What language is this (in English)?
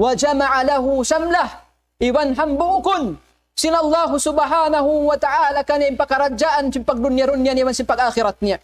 Tausug